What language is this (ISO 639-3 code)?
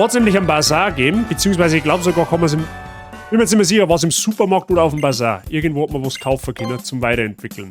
bar